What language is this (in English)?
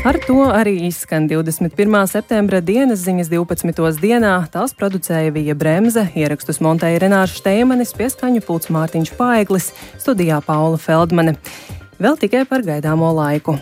Latvian